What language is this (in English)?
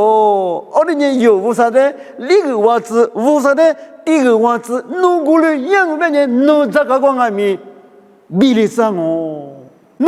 Lisu